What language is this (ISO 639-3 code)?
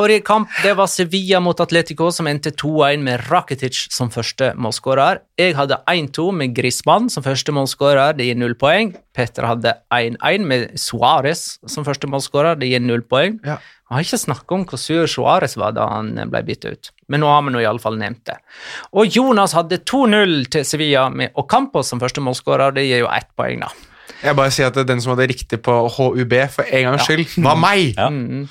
nor